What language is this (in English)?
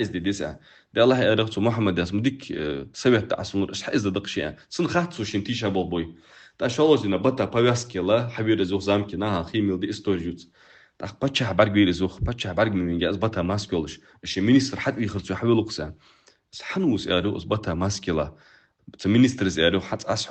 Ingush